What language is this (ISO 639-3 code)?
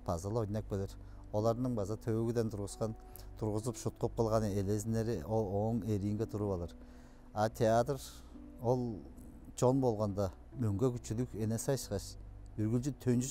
tyv